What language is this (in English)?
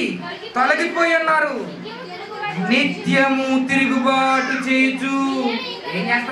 Telugu